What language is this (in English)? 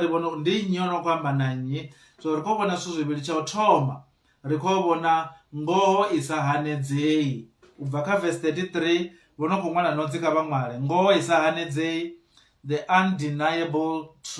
Venda